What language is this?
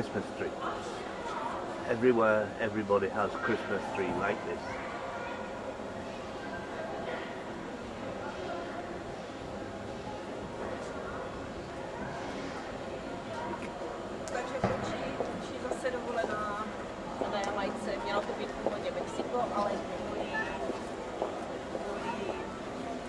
Czech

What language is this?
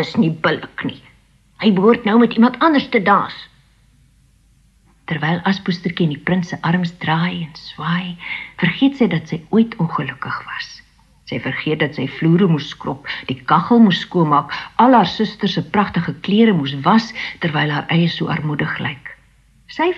Afrikaans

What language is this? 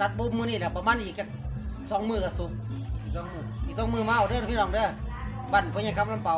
Northeastern Thai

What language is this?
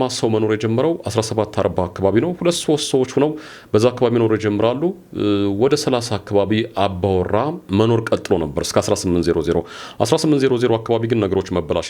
Amharic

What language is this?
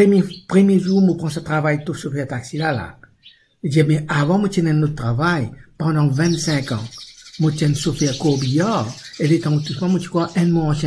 Morisyen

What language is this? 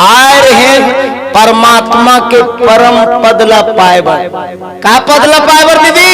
Chhattisgarhi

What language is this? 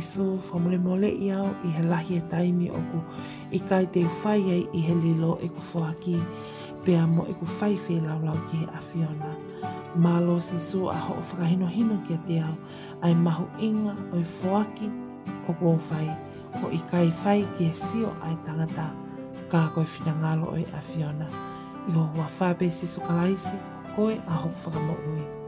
Tongan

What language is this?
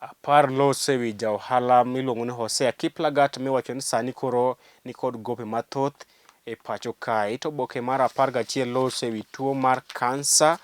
Luo (Kenya and Tanzania)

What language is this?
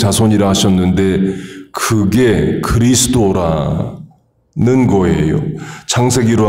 Korean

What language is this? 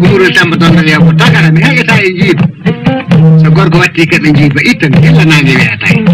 Fula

